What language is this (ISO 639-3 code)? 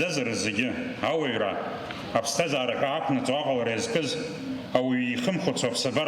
abk